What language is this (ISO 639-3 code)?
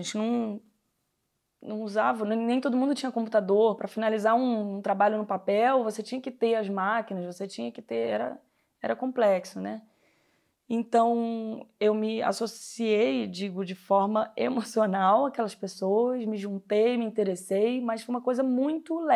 por